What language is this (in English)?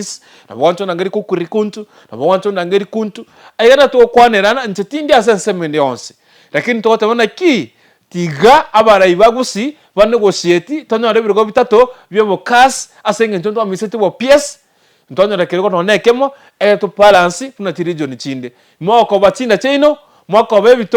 Gusii